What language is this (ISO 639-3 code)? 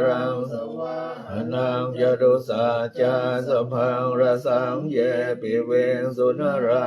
pli